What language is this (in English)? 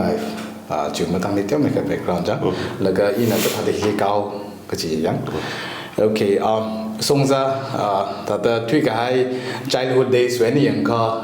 Tangkhul Naga (India)